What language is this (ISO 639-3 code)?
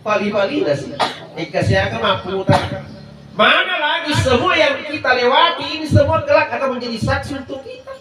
bug